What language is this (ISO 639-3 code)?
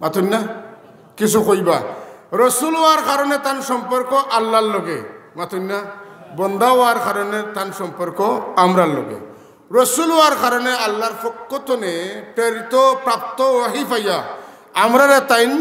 syl